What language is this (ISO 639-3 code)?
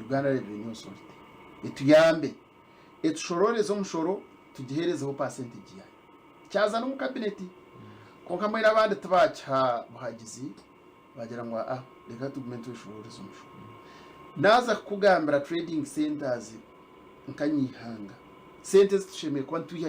nyn